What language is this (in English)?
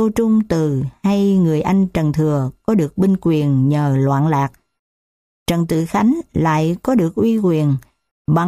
Vietnamese